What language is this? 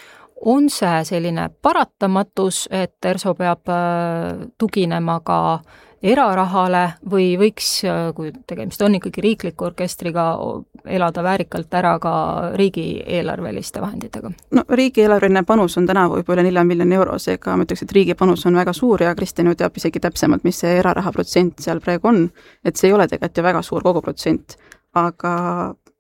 Estonian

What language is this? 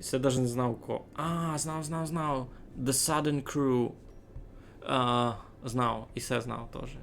Rusyn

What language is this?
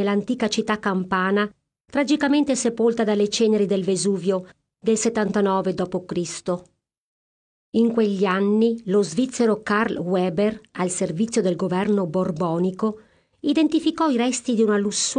Italian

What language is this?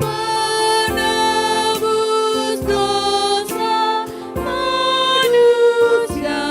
Batak Karo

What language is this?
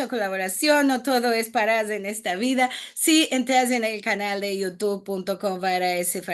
Ladino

